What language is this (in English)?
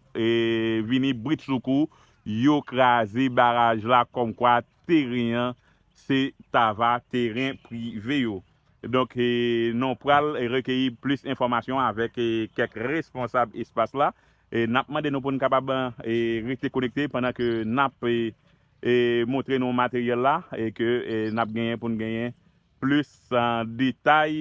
Haitian Creole